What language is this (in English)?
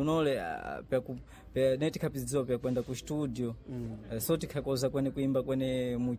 Sena